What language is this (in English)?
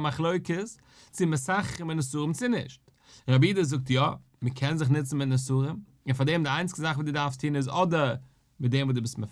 Yiddish